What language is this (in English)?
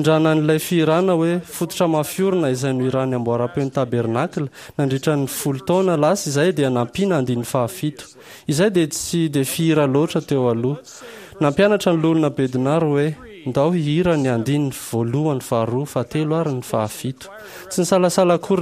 Malagasy